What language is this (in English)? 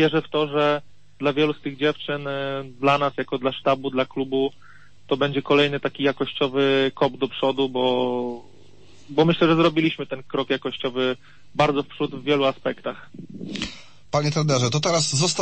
Polish